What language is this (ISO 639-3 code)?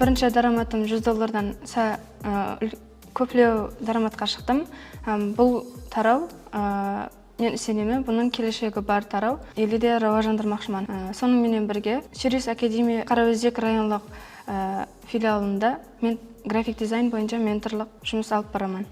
kaa